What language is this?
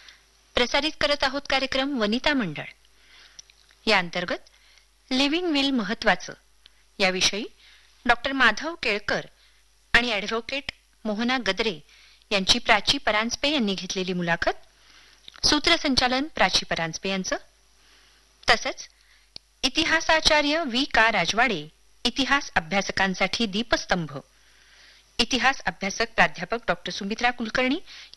Marathi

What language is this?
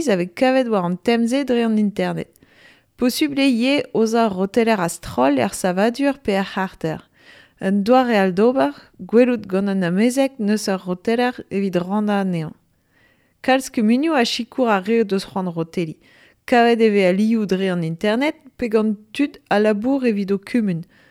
Breton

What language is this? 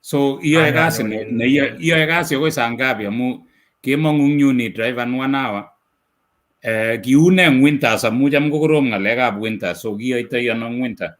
Kalenjin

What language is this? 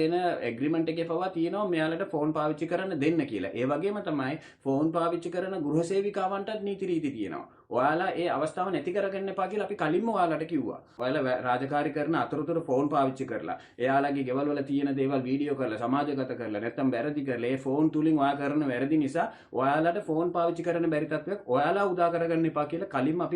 Sinhala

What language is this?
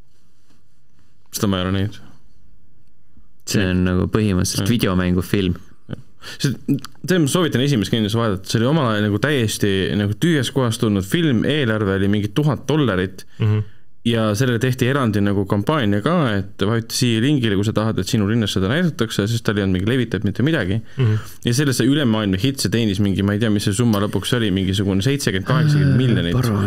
Estonian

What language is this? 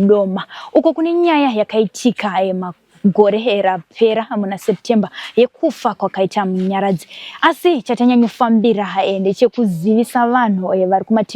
Shona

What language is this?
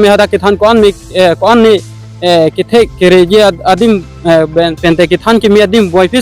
Karbi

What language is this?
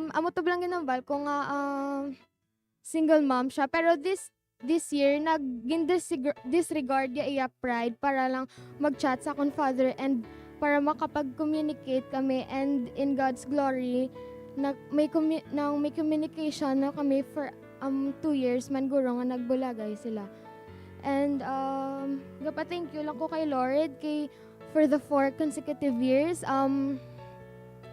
Hiligaynon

